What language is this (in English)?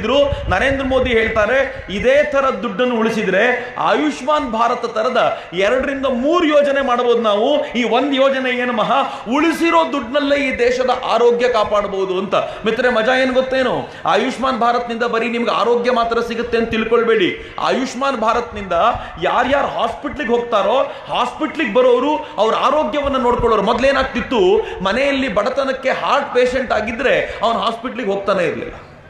Kannada